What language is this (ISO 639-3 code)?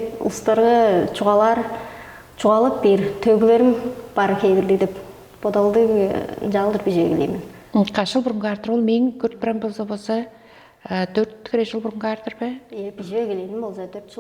tyv